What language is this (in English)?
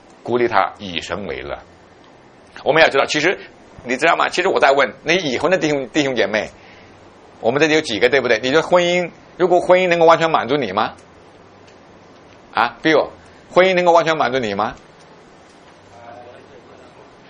Chinese